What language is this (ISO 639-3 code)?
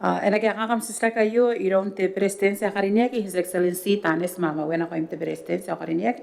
gil